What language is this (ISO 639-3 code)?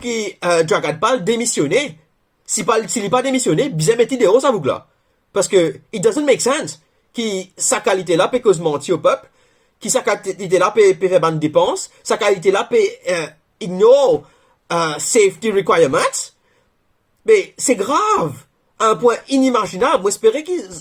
mfe